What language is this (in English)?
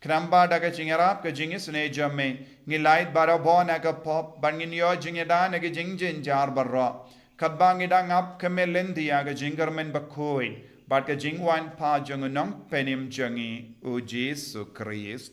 Khasi